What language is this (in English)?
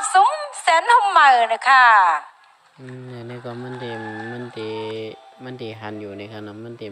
Shan